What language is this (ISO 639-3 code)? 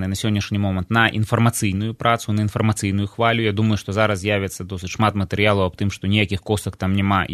bel